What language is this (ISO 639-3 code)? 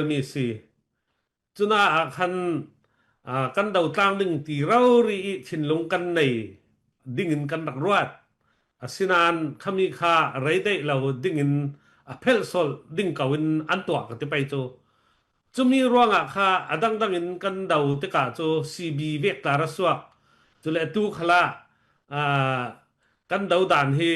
cfm